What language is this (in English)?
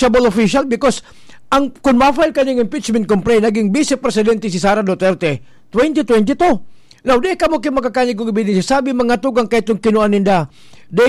Bikol